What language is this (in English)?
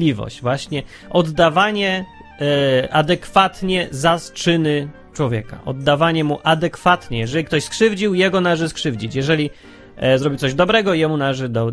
Polish